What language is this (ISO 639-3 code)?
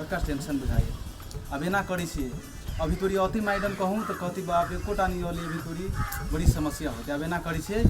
mai